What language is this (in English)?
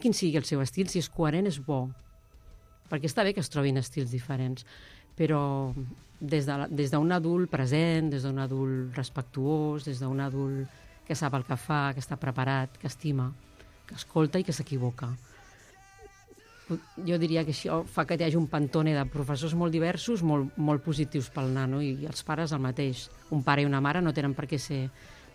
Catalan